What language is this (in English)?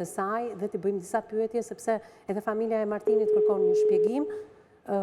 Albanian